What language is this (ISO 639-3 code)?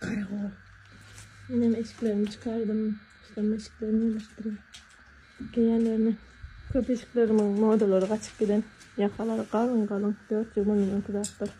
tuk